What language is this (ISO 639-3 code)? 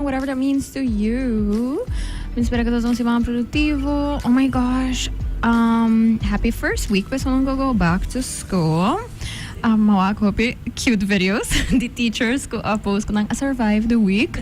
pap